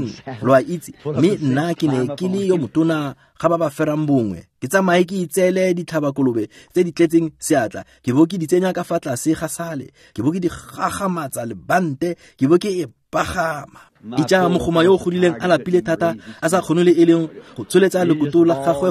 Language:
Tswana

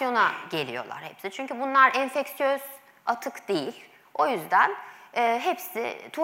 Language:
Turkish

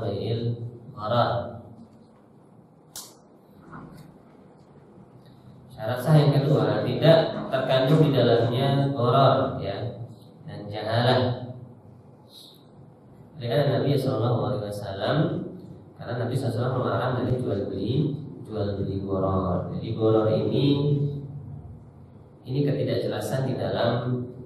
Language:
Indonesian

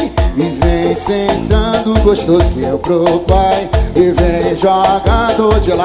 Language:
Portuguese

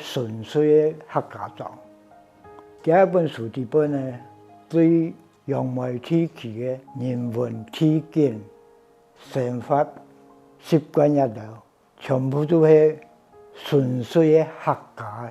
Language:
Hakka Chinese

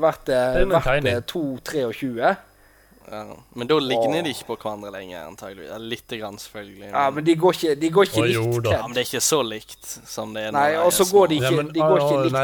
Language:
Norwegian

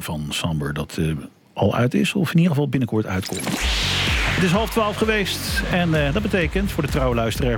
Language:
Dutch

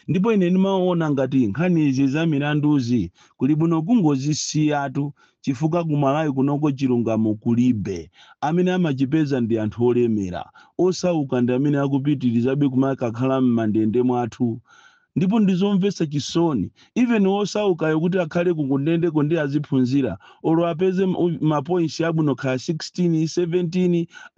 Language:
Nyanja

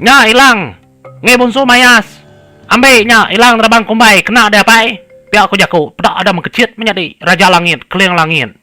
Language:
Iban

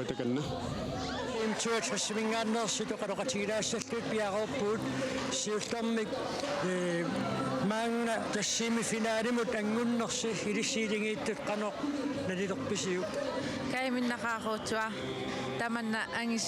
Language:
Kalaallisut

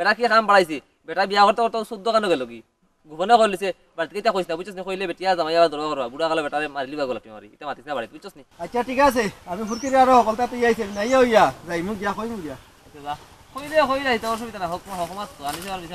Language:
Sylheti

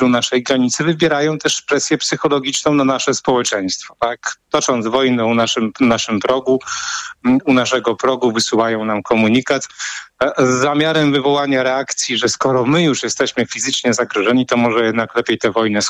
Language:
Polish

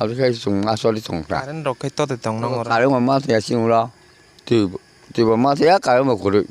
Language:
Kok Borok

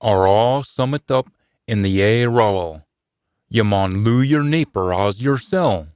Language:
Scots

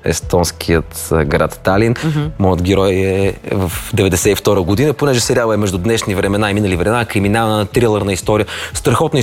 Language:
Bulgarian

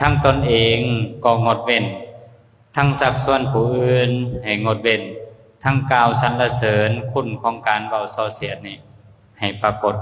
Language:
Lao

